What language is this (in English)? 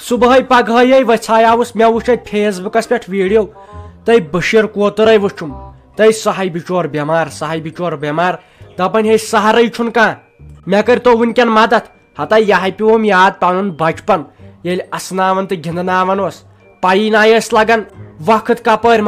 Kashmiri